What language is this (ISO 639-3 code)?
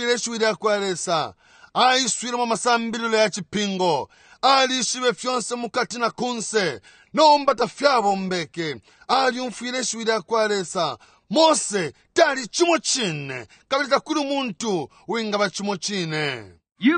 bem